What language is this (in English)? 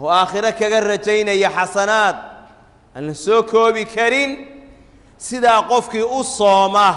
Somali